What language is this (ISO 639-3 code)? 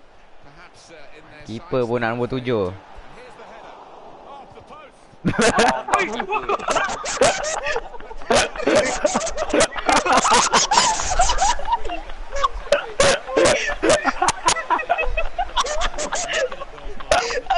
msa